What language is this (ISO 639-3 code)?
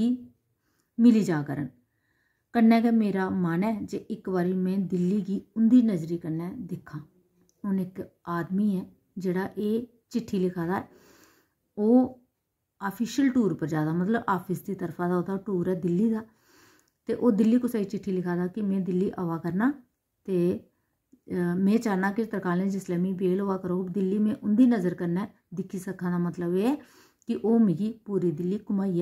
doi